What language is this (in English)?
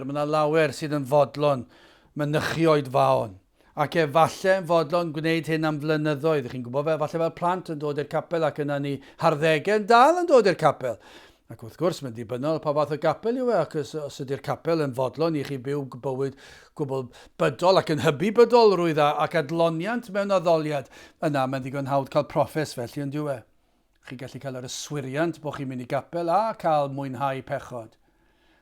Welsh